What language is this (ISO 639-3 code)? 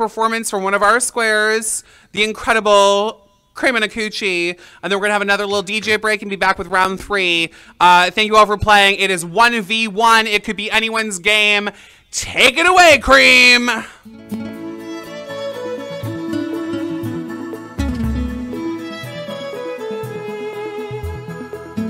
eng